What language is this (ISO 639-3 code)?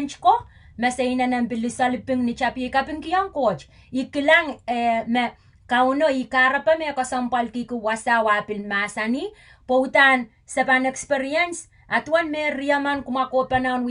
pon